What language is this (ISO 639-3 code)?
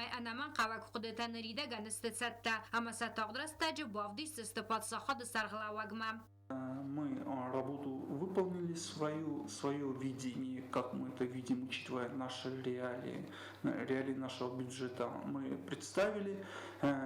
oss